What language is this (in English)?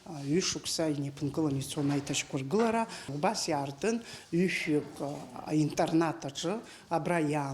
Abkhazian